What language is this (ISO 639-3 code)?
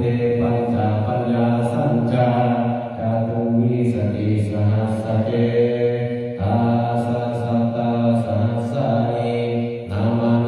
pli